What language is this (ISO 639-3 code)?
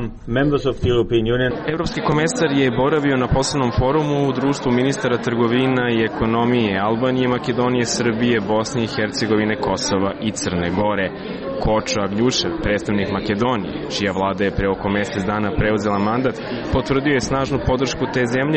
srp